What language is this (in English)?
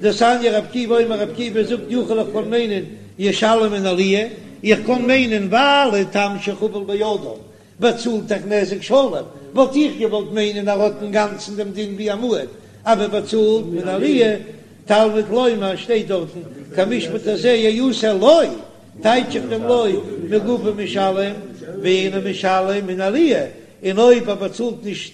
Yiddish